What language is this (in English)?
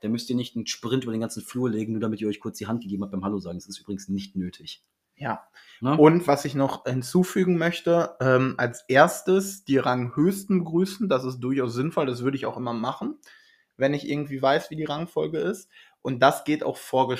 German